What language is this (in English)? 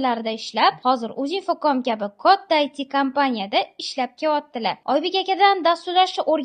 Uzbek